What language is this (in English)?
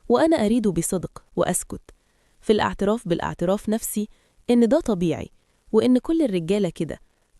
Egyptian Arabic